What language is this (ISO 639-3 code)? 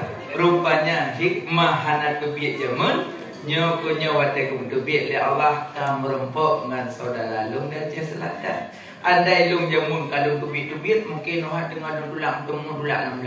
ace